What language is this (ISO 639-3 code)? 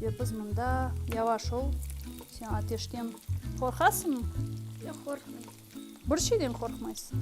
crh